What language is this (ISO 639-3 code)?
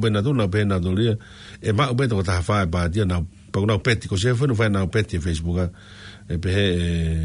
ton